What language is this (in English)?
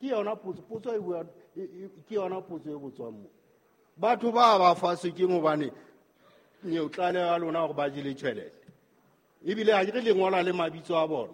Southern Sotho